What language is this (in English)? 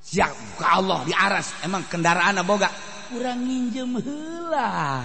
Sundanese